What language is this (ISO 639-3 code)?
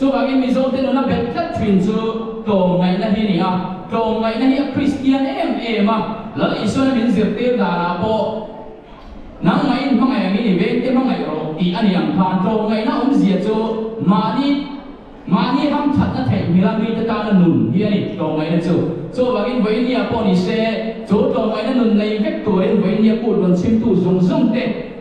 lus